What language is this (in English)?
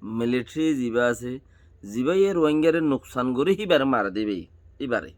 Rohingya